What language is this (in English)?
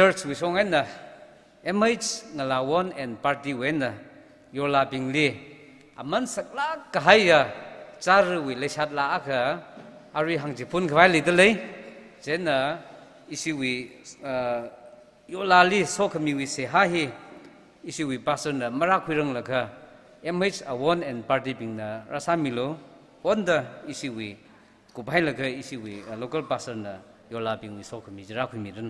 Tangkhul Naga (India)